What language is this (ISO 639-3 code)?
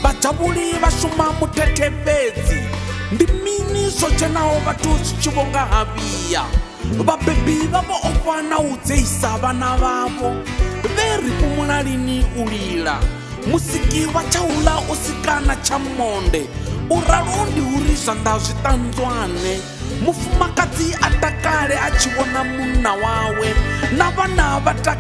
ven